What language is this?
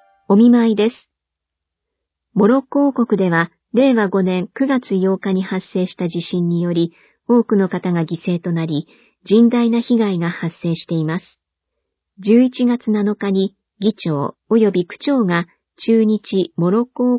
Japanese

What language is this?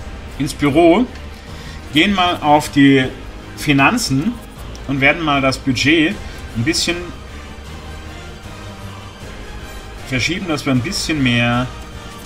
German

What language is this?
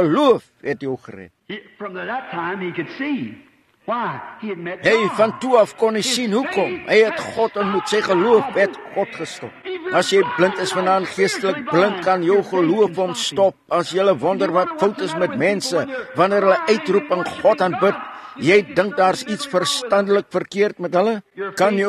Afrikaans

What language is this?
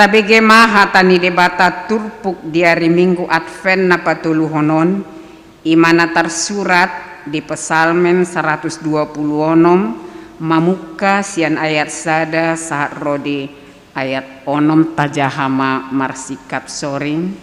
Batak Toba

